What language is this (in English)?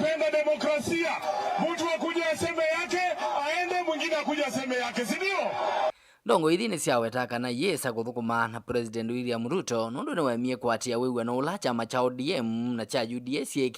Kamba